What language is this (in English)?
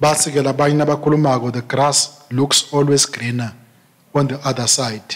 Swati